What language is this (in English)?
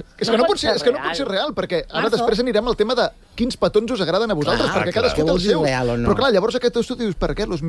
Catalan